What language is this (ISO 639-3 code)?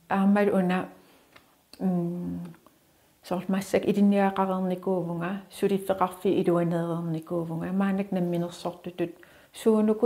kal